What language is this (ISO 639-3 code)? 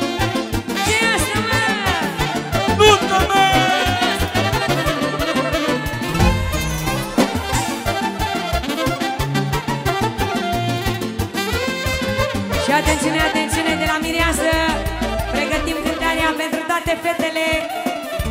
ron